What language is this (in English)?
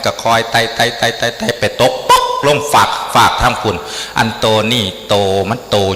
Northeastern Thai